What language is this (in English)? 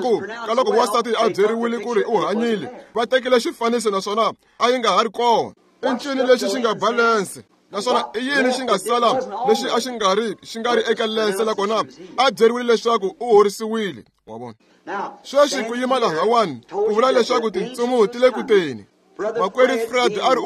Tsonga